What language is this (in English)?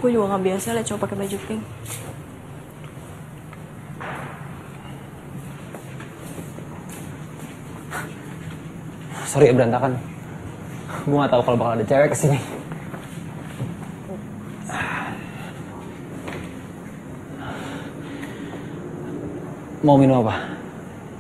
Indonesian